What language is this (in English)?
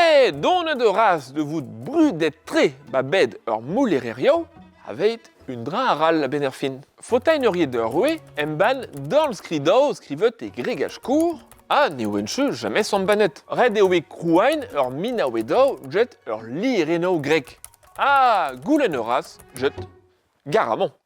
Breton